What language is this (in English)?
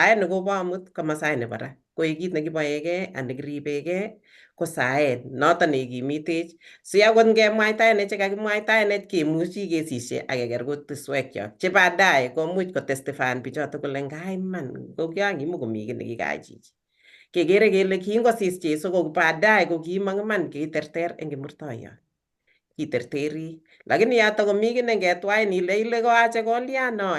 Kalenjin